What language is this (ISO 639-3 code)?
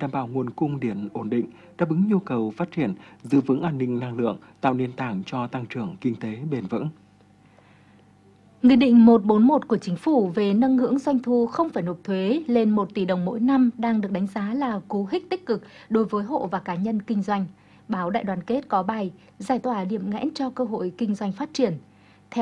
vie